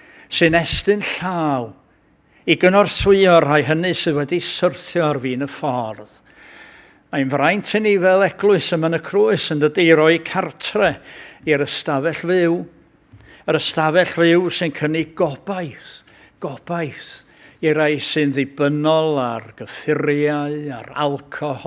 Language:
Welsh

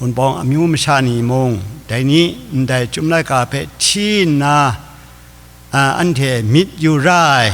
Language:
Kachin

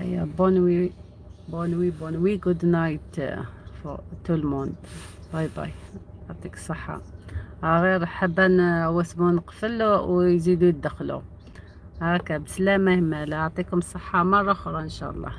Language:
Algerian Arabic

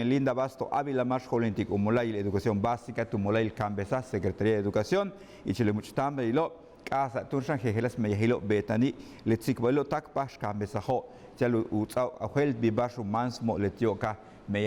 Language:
Yucateco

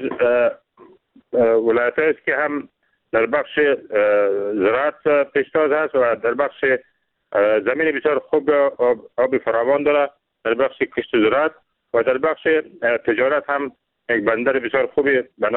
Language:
Persian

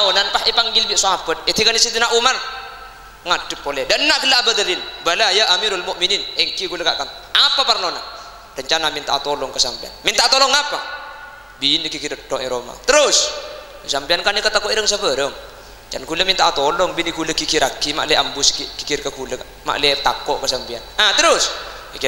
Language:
Madurese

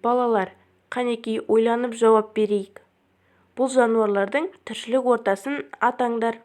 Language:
Kazakh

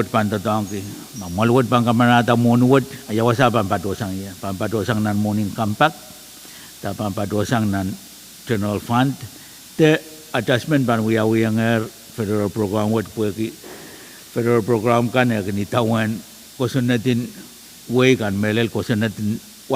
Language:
Pohnpeian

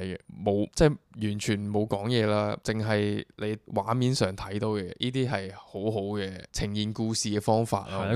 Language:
Cantonese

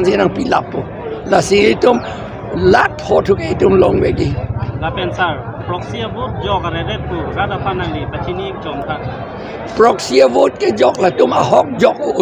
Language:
Karbi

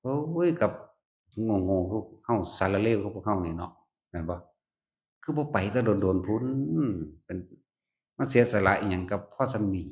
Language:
Northeastern Thai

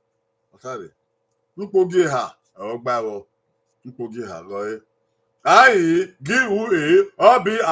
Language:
Bini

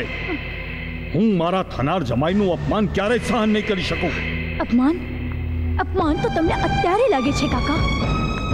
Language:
Gujarati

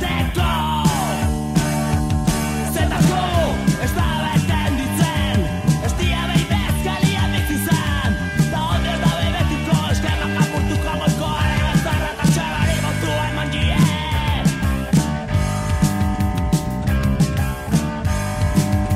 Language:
Basque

